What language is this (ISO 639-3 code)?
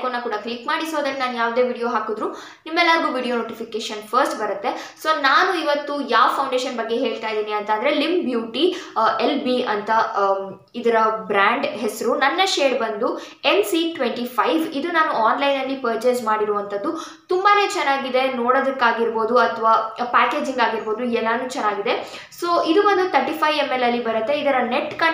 kan